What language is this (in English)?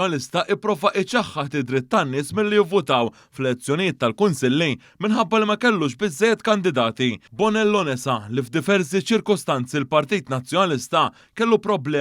Maltese